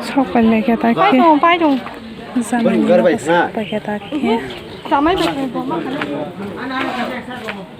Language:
Kok Borok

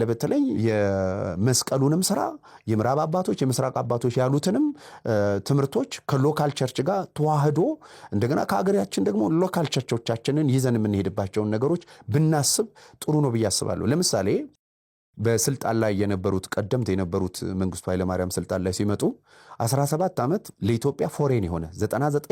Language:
Amharic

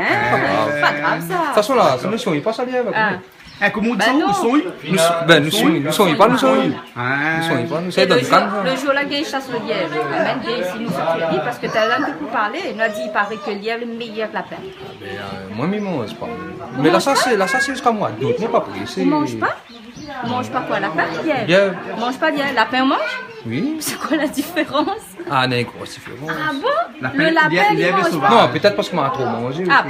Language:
Réunion Creole French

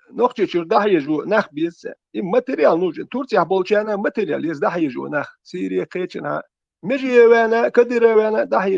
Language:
Chechen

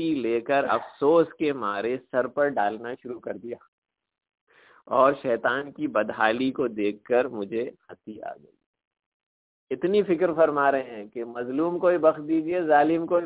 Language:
Urdu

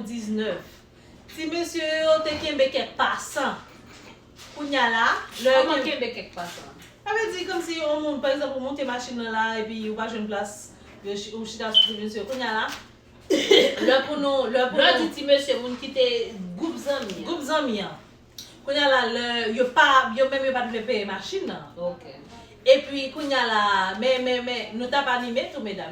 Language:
Haitian Creole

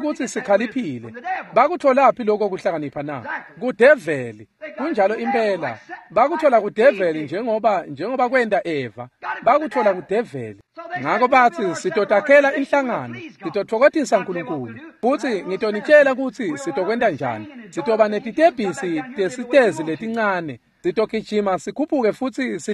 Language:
Swati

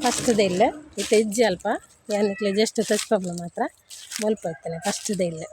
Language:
Tulu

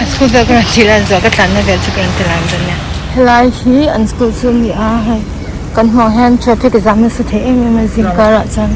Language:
Mizo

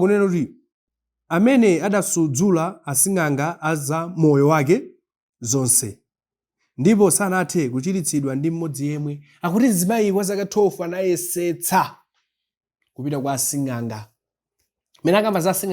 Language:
Nyanja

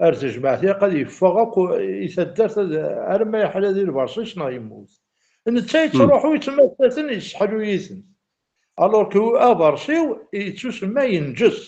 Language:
Kabyle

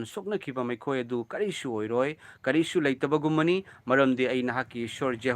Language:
Manipuri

